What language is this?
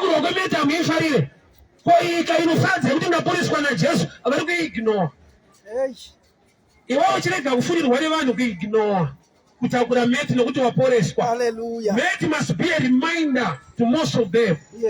Shona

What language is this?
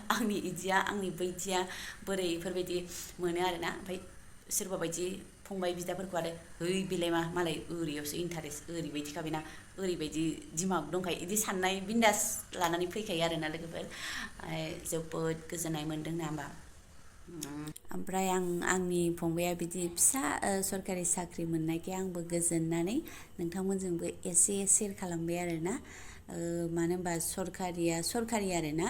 Bodo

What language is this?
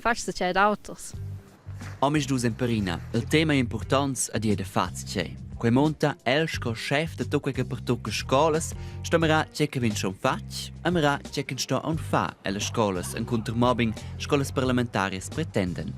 Romansh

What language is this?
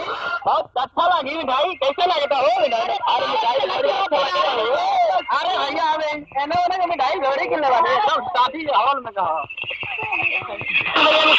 Bhojpuri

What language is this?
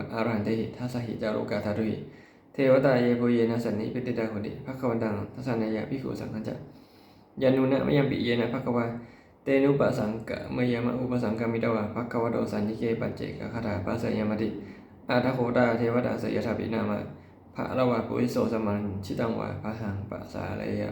Pali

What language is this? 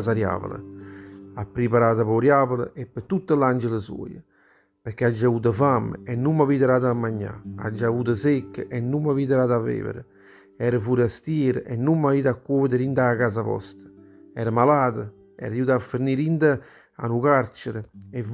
Neapolitan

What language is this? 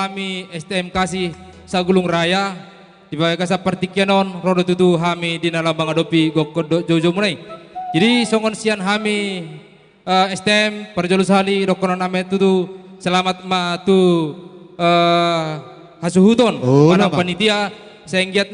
Batak Simalungun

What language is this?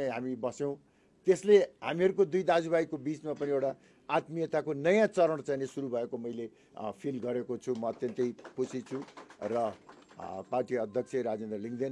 Nepali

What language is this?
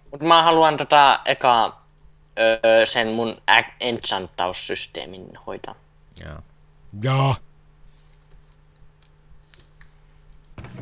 Finnish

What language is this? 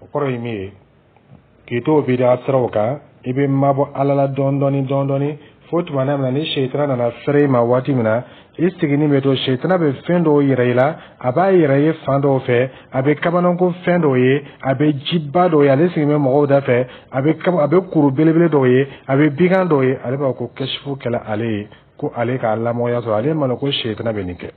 Dyula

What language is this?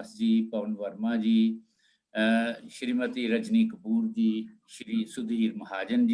Dogri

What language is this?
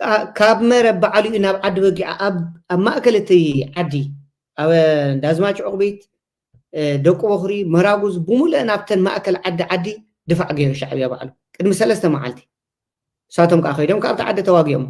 Tigrinya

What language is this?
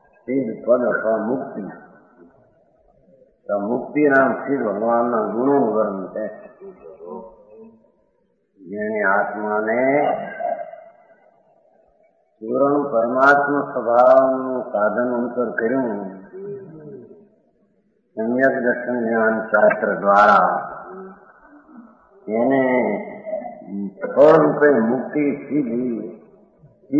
Gujarati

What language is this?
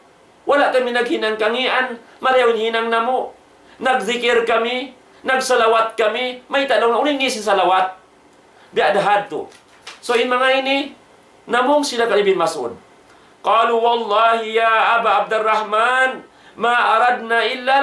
Tausug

